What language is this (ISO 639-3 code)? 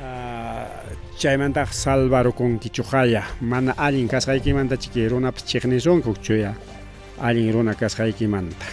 quy